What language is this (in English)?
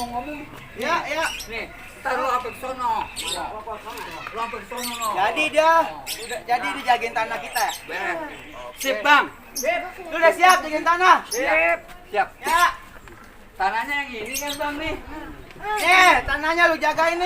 Betawi